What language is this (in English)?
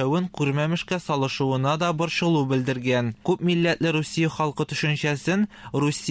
Tatar